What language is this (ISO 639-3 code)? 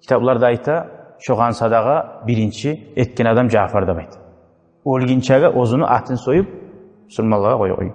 kum